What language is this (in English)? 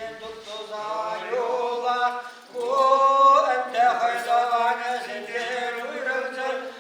Chuvash